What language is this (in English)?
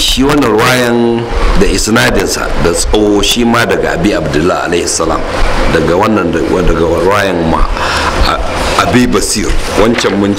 Hausa